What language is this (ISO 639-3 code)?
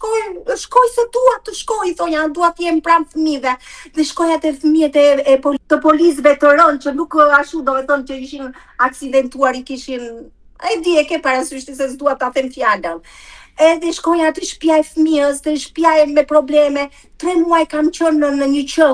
sqi